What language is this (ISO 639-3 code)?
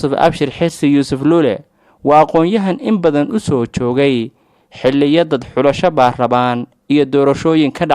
som